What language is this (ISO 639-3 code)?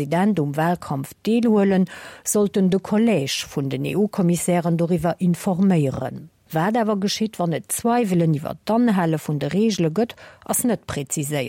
ltz